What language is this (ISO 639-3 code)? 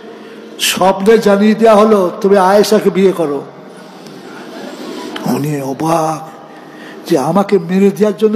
ben